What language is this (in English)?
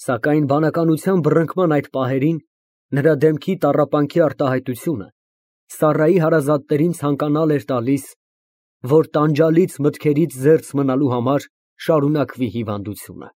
Armenian